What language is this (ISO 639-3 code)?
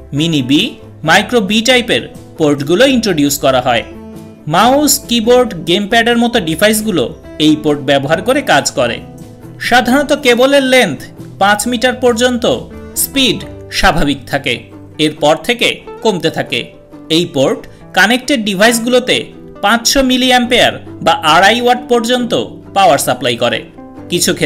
ben